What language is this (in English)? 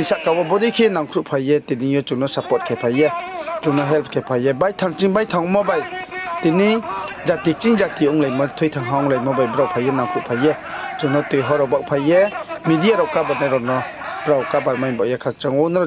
Riang (India)